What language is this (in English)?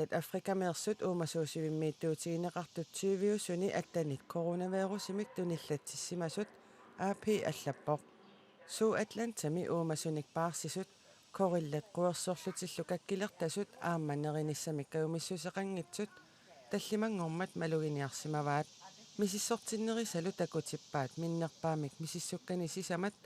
Kalaallisut